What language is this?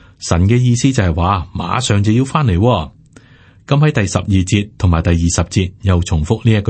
Cantonese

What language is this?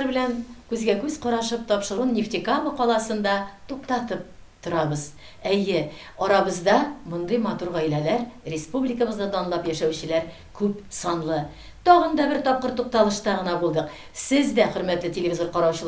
Tatar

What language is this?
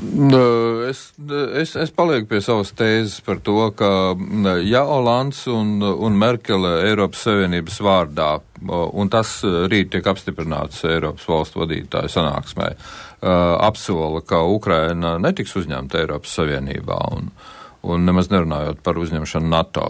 Latvian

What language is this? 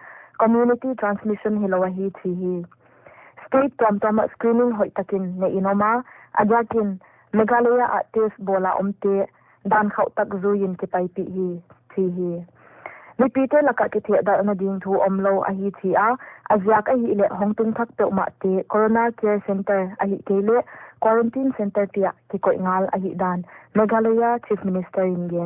Paite Chin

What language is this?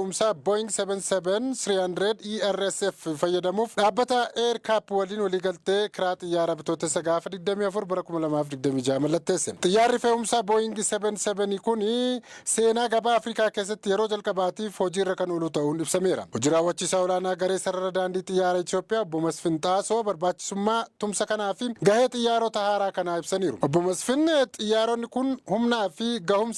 Oromo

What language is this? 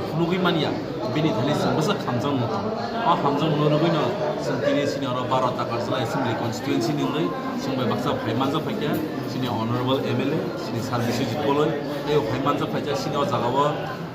Kok Borok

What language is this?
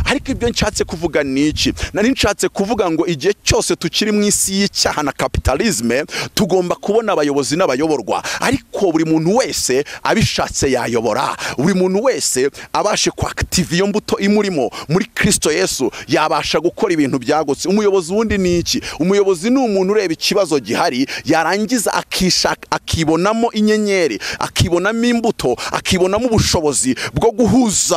Kinyarwanda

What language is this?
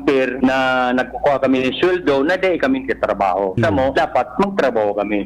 Bikol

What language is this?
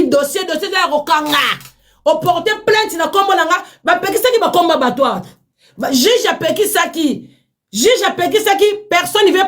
Lingala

